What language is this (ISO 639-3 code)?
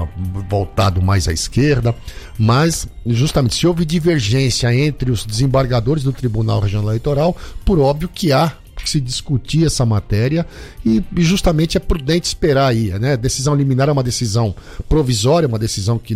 por